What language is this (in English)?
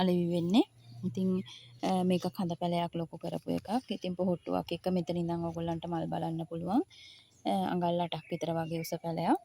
Sinhala